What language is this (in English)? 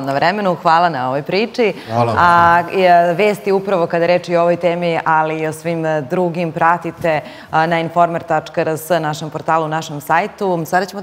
Serbian